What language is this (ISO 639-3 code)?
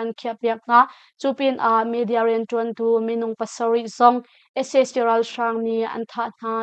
cnh